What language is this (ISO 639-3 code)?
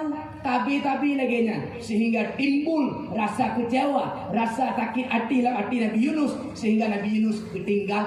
ace